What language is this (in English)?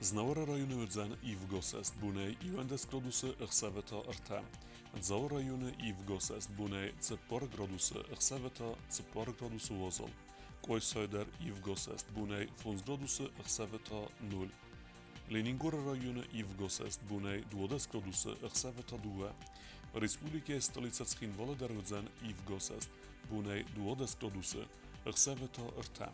Ossetic